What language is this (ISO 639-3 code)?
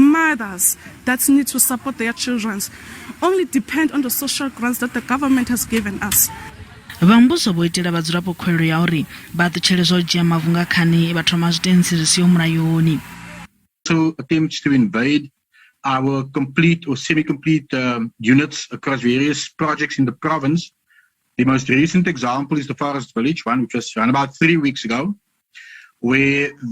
ven